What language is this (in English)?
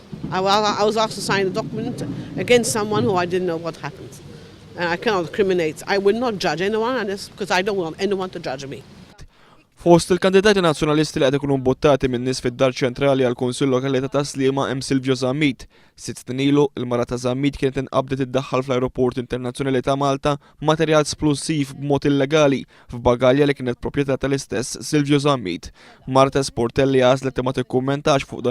Maltese